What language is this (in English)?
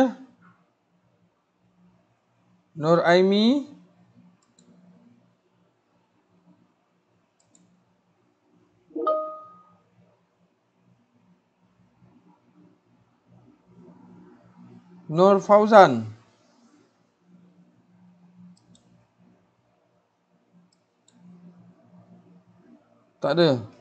Malay